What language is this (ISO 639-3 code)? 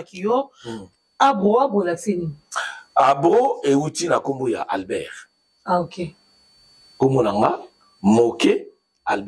lin